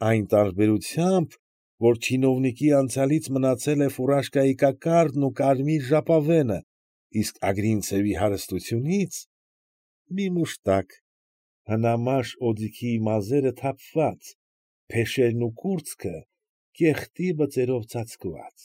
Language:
Armenian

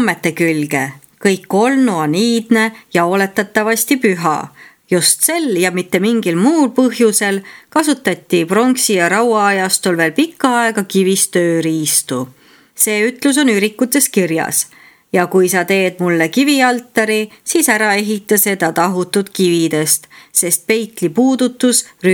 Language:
Estonian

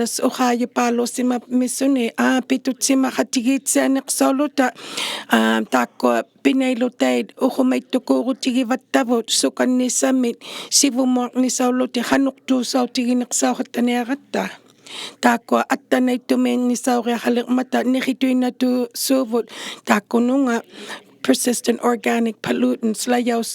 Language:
Inuktitut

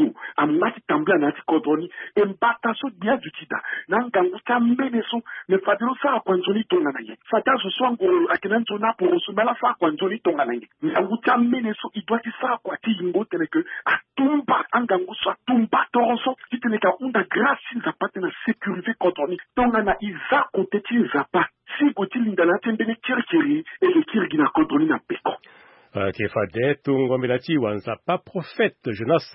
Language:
Sango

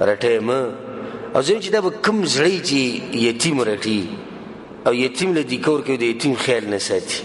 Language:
Pashto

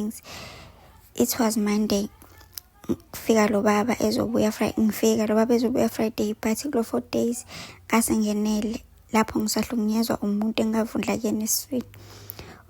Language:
Zulu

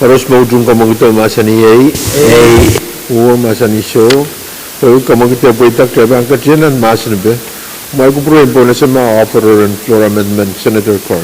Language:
Pohnpeian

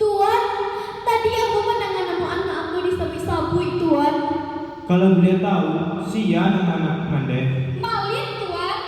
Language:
Minangkabau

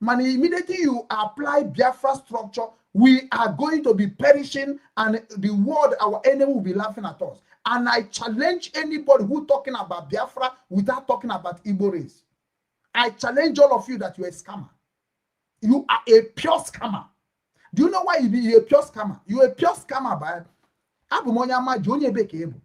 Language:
Igbo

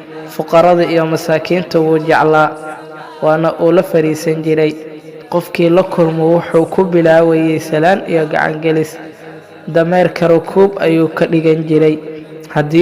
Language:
Somali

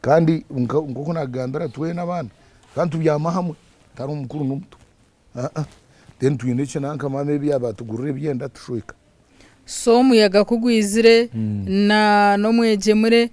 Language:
Nyankole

